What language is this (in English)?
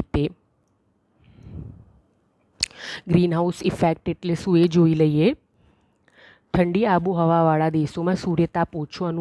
Gujarati